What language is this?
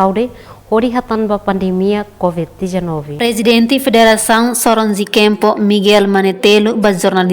Tetum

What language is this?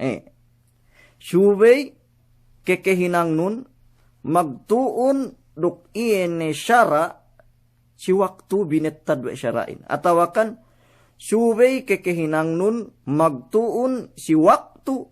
Yakan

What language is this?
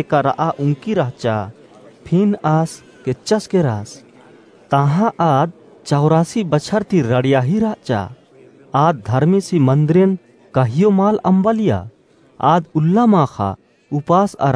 Kurukh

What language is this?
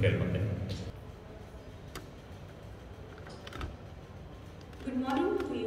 Kannada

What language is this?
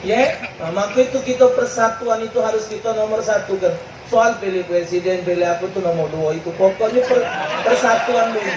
Musi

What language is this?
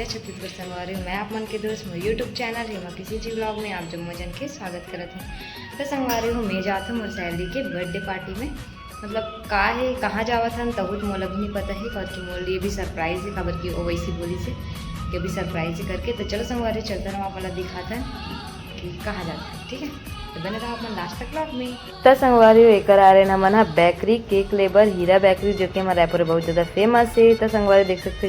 Chhattisgarhi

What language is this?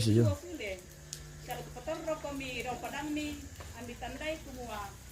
Toraja-Sa'dan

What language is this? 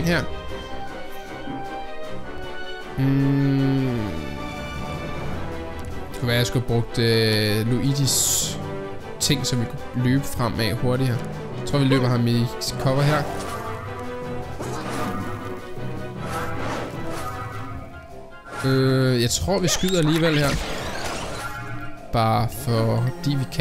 Danish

